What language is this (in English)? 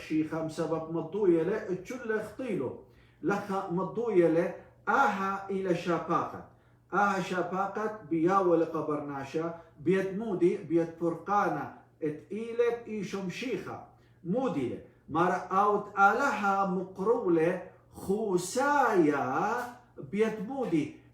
Assyrian Neo-Aramaic